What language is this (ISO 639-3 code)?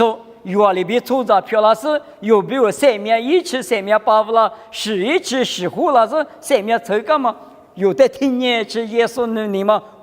lis